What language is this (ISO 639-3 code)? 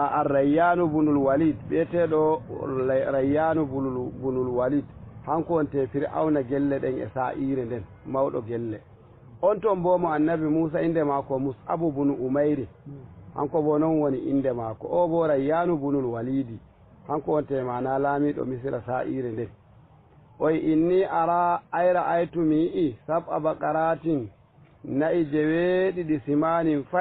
ful